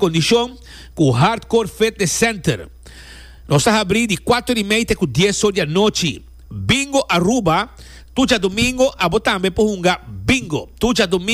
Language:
Papiamento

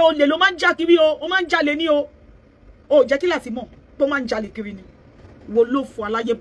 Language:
Yoruba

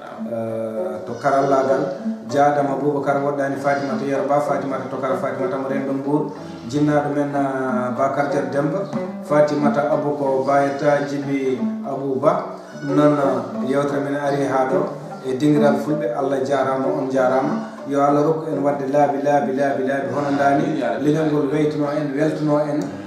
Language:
Fula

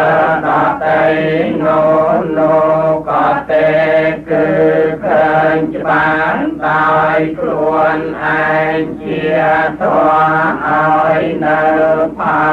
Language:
Khmer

